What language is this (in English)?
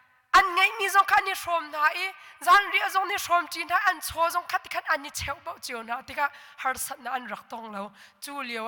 Hakha Chin